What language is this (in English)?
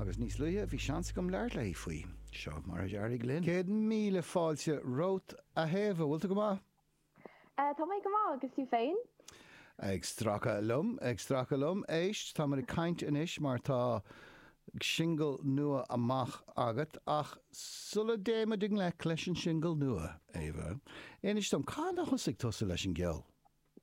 Irish